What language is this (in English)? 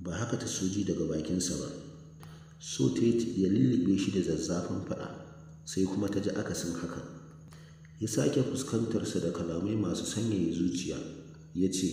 Hausa